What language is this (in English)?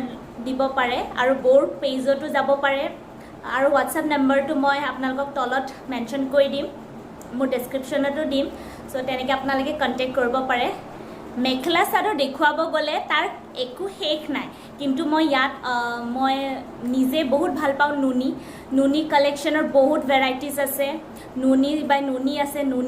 Assamese